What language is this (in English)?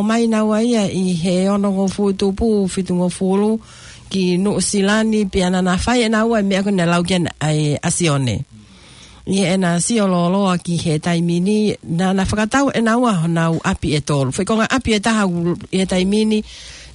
Tongan